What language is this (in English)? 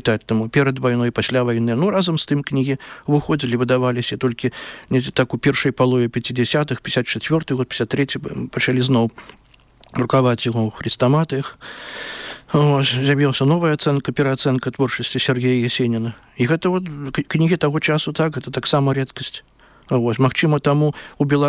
Belarusian